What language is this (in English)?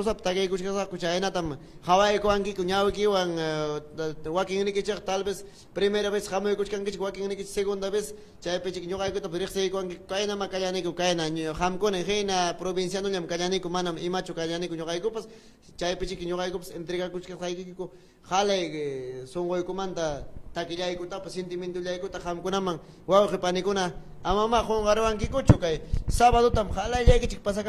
Ayacucho Quechua